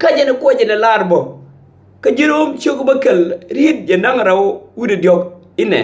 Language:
Nuer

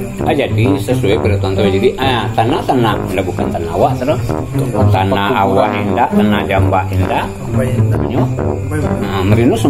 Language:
Minangkabau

